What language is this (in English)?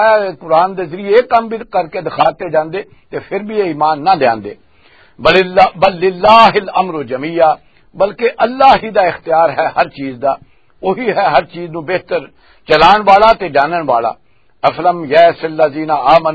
Western Panjabi